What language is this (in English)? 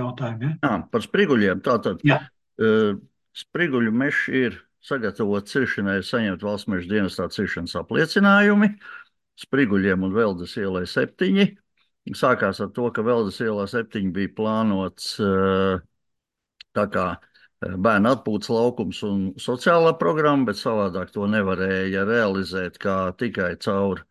Latvian